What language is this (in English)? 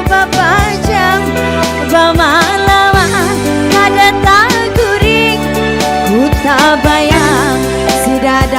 Banjar